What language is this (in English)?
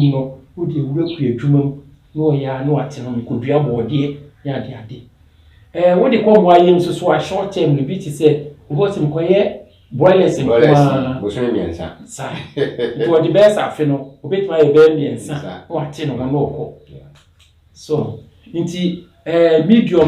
Akan